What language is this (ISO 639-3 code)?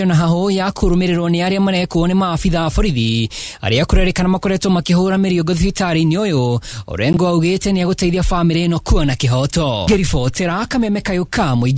kik